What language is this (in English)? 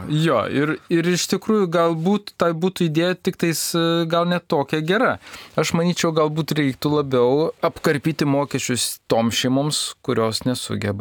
Lithuanian